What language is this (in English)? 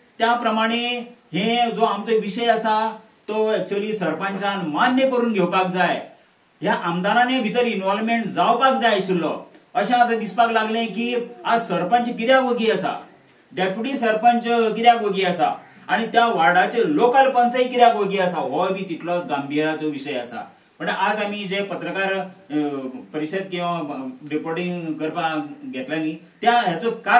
Konkani